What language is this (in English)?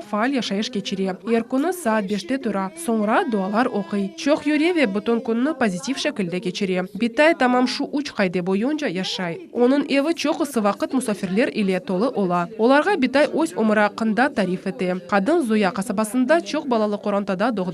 Crimean Tatar